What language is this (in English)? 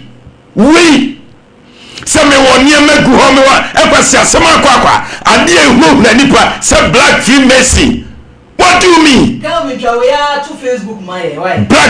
Akan